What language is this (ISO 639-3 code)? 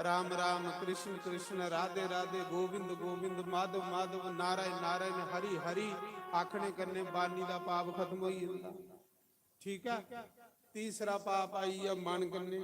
doi